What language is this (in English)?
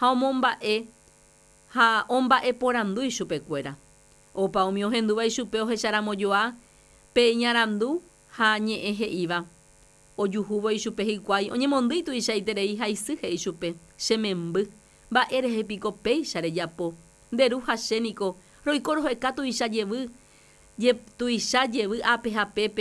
Guarani